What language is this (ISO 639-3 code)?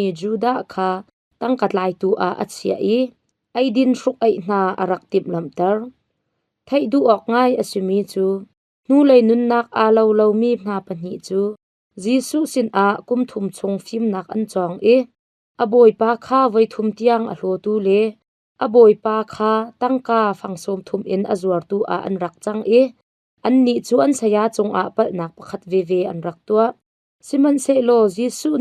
cnh